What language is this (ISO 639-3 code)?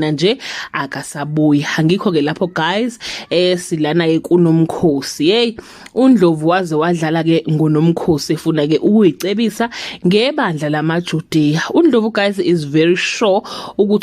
zul